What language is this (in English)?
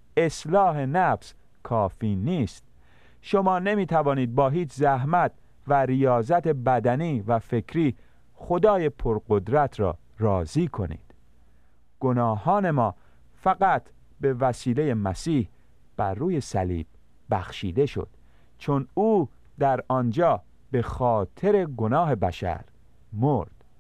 Persian